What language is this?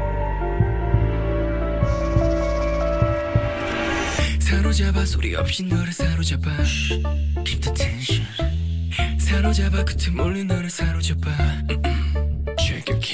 Korean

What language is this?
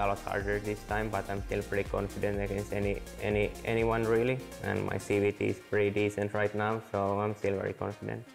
English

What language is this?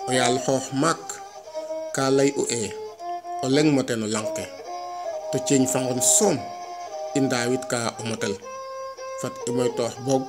Serer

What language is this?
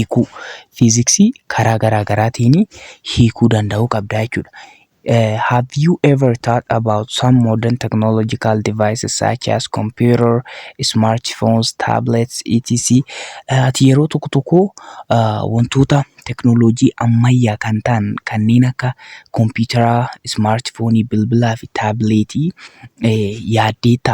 Oromo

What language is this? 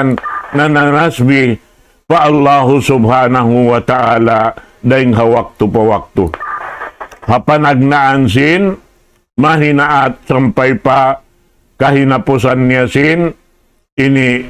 Tausug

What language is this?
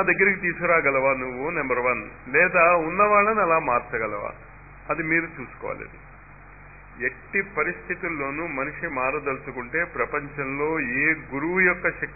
Telugu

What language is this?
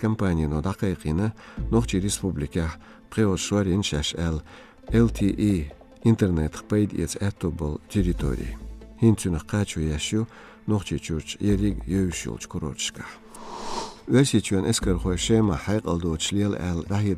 Chechen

